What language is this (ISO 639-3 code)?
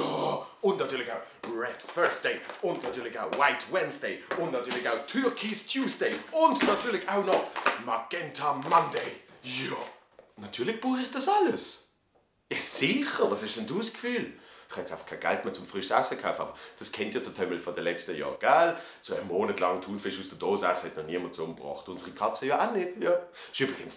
gsw